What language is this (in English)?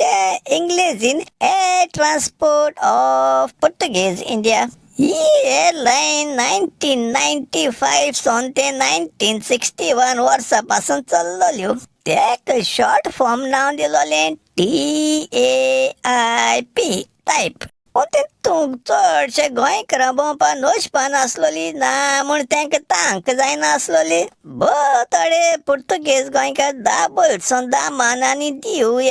Konkani